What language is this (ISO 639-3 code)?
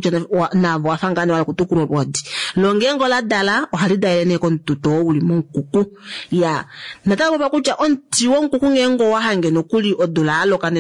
kua